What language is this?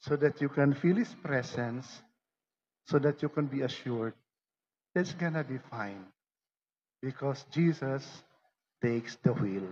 Waray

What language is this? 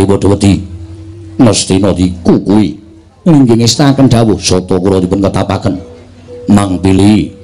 Javanese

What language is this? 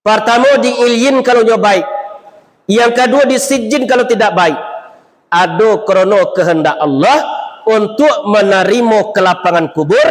Minangkabau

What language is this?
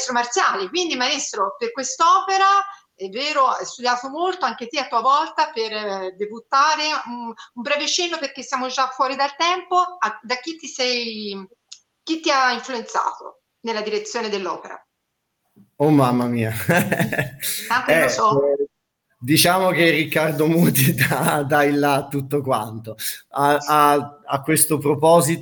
Italian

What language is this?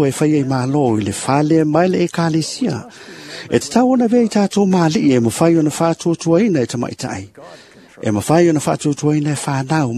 Samoan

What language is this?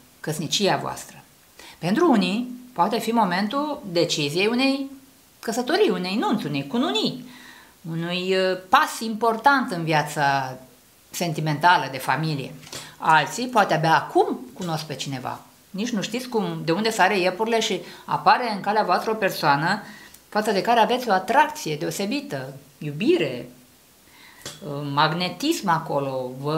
Romanian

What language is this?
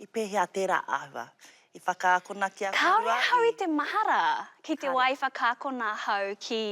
Māori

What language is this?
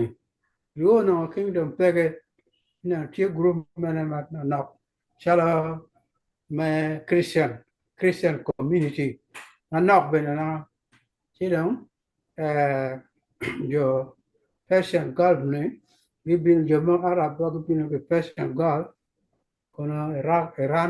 Acoli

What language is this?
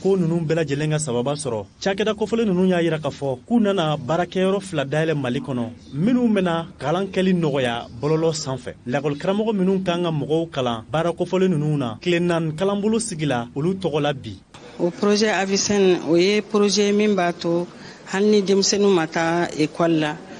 Bambara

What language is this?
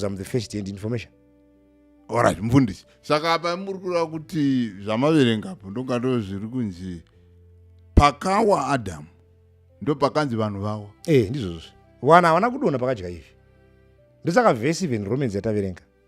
Shona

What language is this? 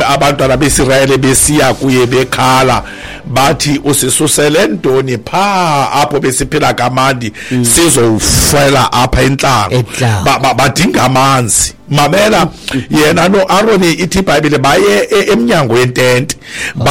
Xhosa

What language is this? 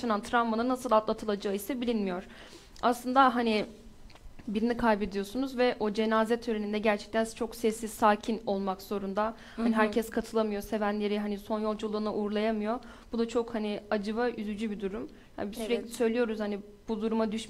Turkish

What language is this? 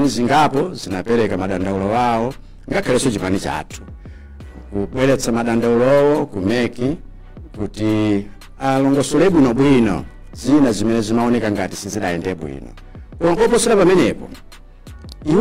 Nyanja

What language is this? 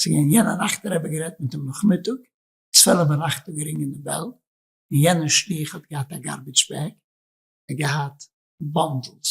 Yiddish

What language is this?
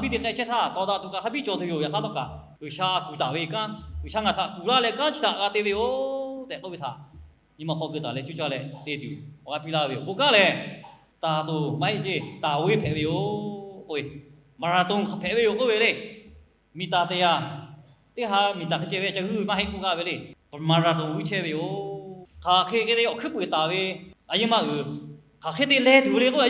Lahu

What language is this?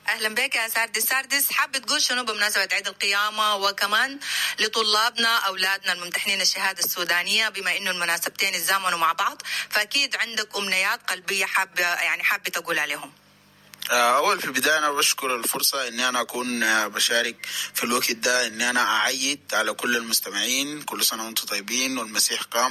Sudanese Arabic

